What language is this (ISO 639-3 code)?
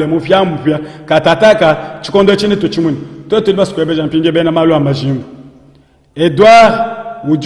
lua